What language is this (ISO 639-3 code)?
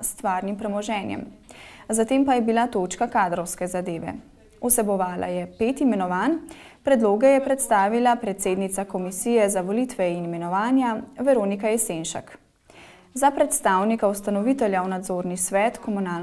slv